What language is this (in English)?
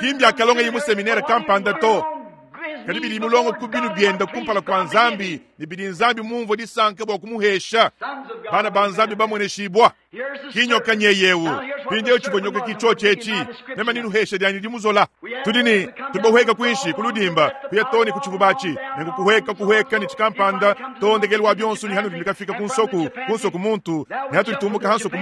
Luba-Lulua